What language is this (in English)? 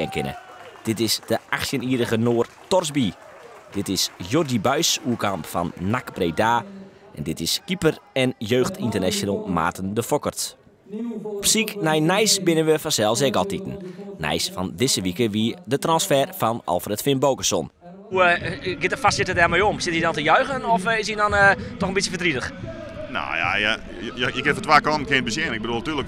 Western Frisian